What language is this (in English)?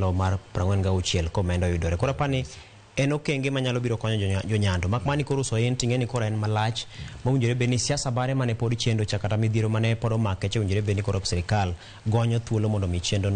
Luo (Kenya and Tanzania)